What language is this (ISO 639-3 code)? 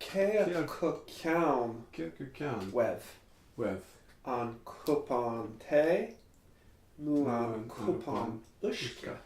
gle